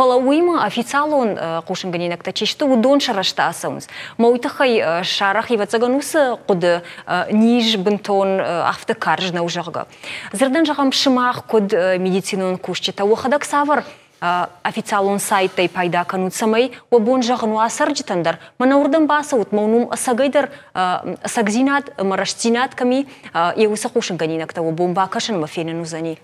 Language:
Ossetic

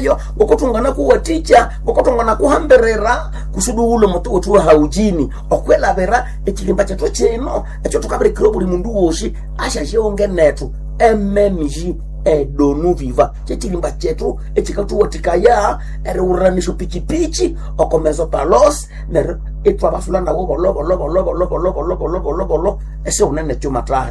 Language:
Nande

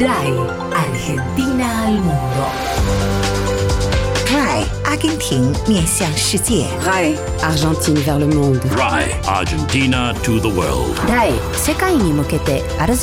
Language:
Italian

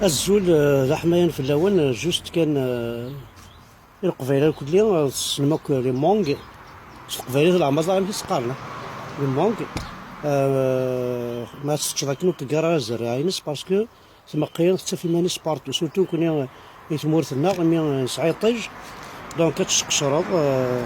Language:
Kabyle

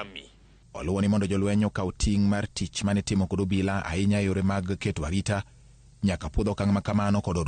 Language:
Luo (Kenya and Tanzania)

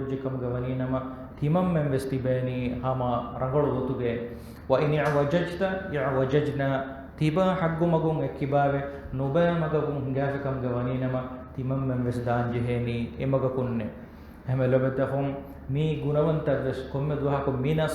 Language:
Divehi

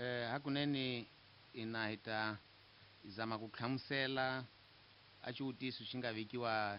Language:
Tsonga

